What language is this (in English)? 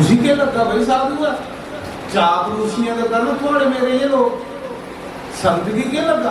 Dogri